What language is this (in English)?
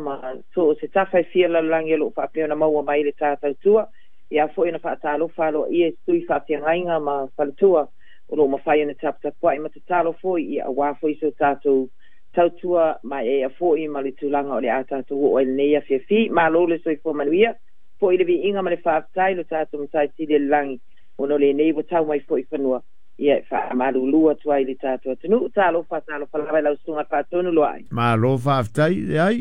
Samoan